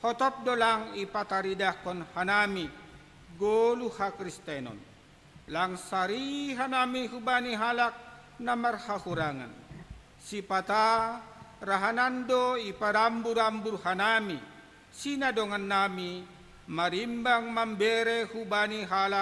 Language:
Batak Simalungun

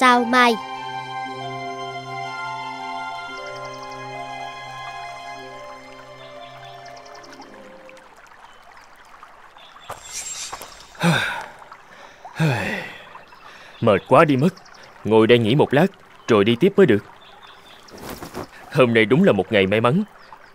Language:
Vietnamese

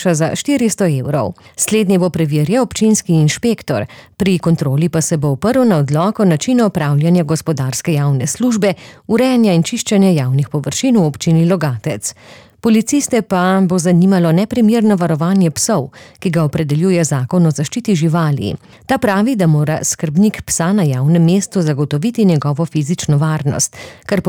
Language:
Slovenian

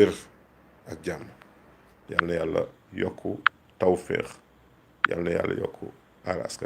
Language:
Wolof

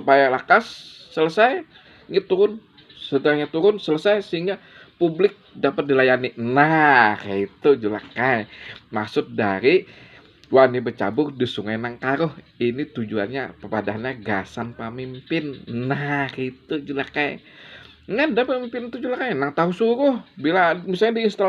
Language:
Banjar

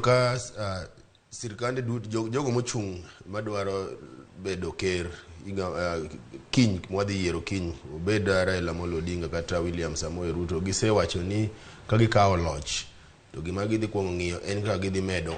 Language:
Luo (Kenya and Tanzania)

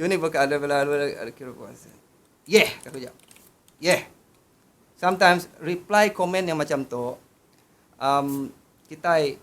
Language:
Iban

